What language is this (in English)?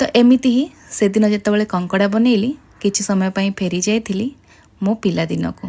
Odia